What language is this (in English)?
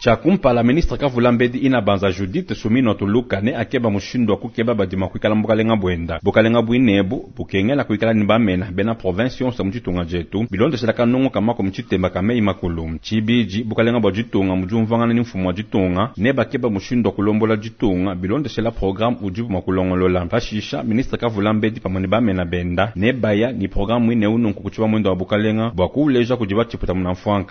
Luba-Lulua